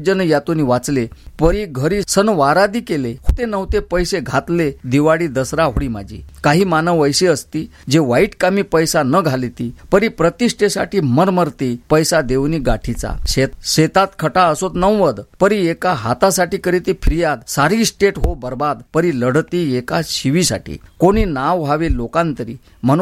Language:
Marathi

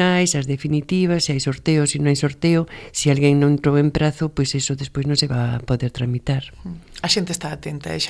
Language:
Galician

